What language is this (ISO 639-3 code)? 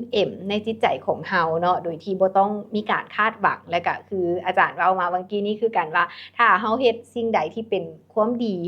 lao